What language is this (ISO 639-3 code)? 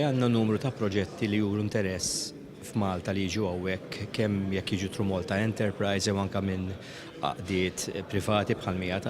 mlt